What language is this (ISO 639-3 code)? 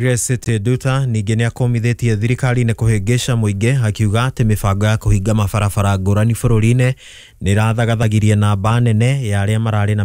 kik